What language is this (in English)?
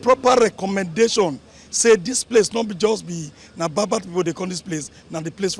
Nigerian Pidgin